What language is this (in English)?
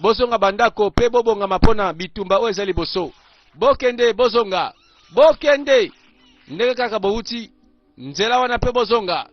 Lingala